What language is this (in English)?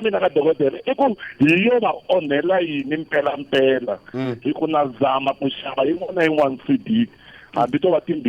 Tsonga